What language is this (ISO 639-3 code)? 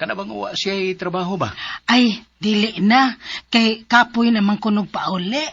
ceb